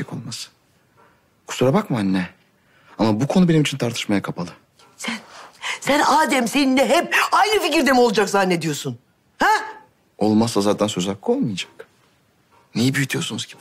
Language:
Turkish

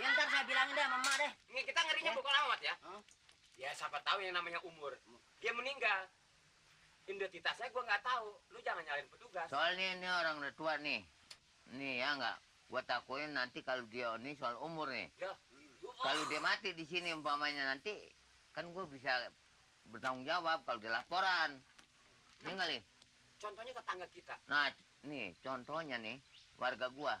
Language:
Betawi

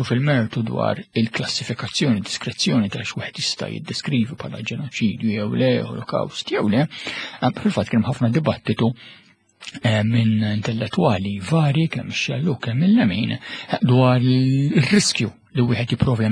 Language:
Maltese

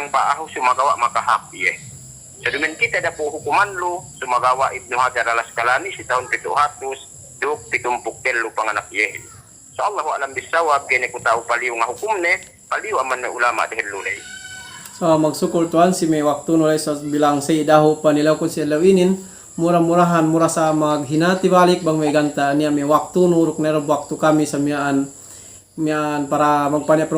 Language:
Yakan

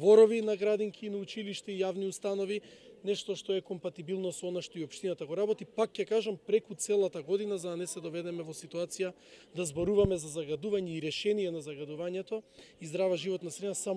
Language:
Macedonian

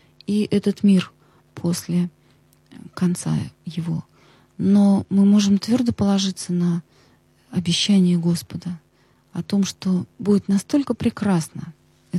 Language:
Russian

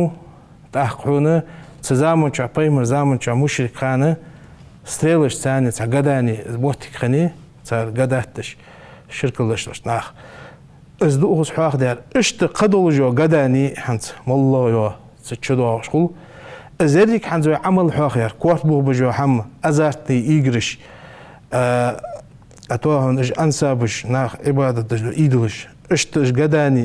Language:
Ingush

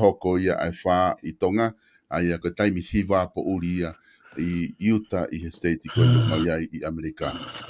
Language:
Tongan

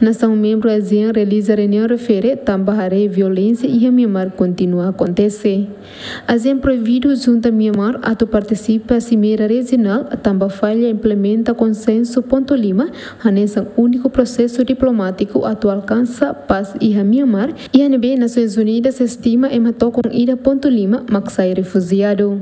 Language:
Tetum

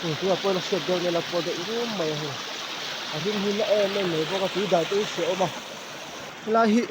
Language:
Mizo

